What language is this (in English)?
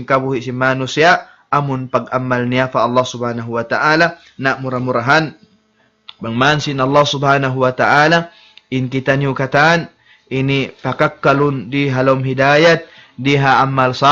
Tausug